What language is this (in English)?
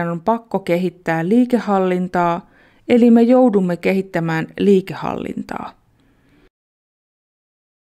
Finnish